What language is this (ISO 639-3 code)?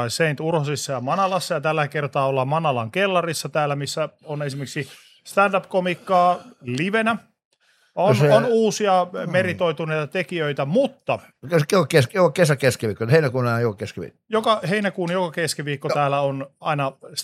fin